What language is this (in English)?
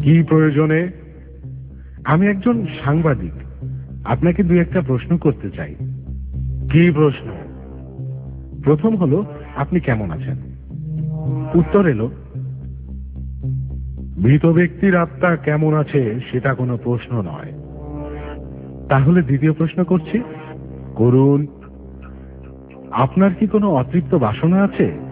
Bangla